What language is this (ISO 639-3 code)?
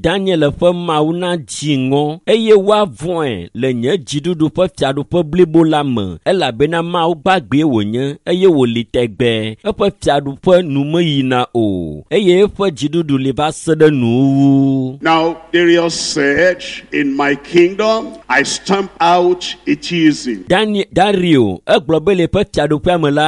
ewe